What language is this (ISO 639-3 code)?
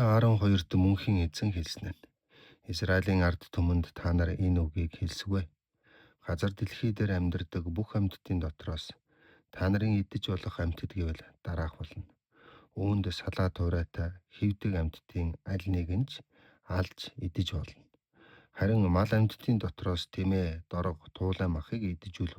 mon